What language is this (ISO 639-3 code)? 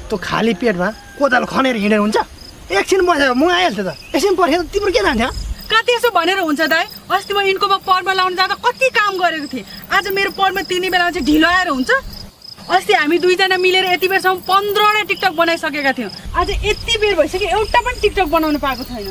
nep